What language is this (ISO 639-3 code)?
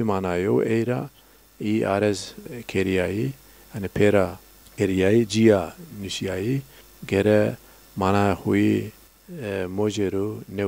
zza